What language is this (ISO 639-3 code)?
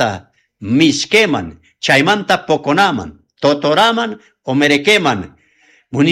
quh